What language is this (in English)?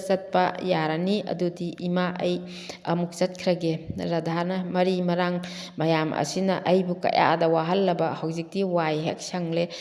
Manipuri